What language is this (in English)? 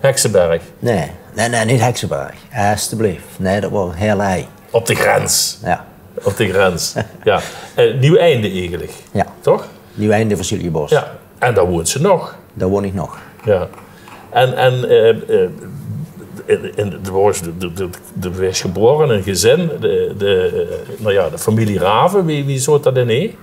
Limburgish